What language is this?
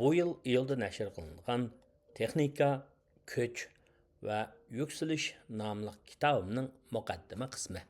Uyghur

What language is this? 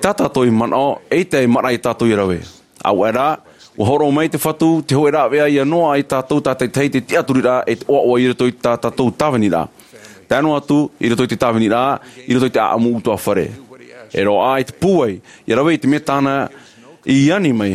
Tahitian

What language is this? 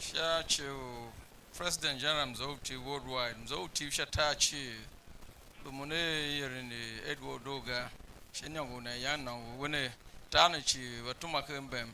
Tiv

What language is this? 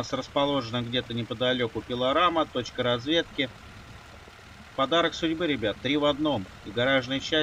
Russian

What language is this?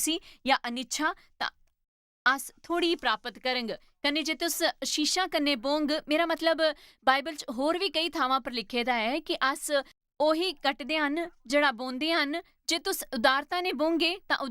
Dogri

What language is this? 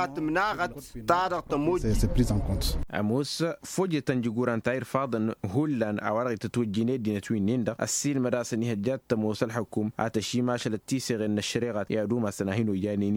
Tamasheq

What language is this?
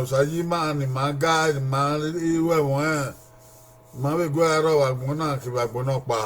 Bini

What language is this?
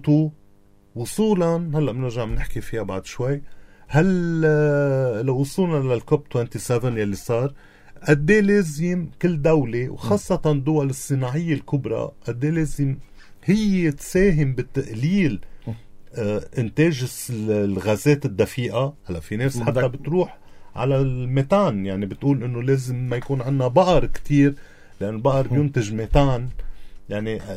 North Levantine Arabic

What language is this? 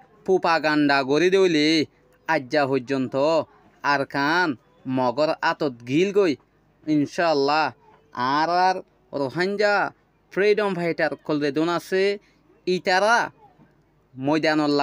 Rohingya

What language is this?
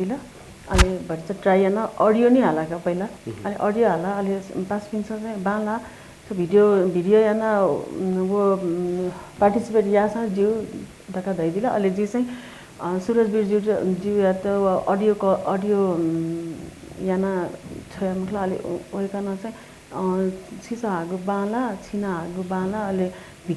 Newari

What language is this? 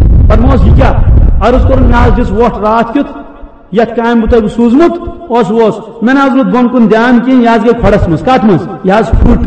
Kashmiri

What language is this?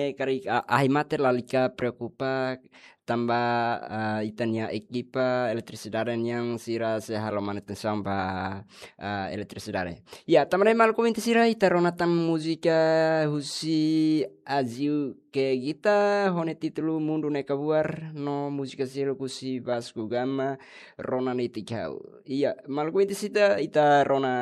Tetum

